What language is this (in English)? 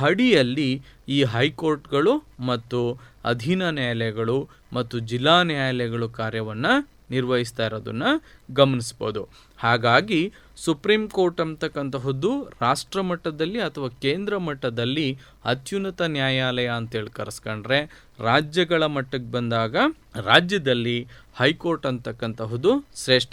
Kannada